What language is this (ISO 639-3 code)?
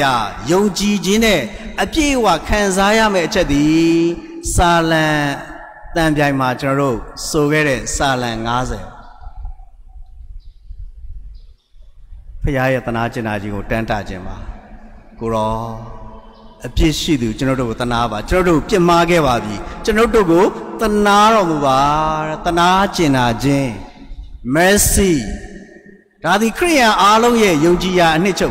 mya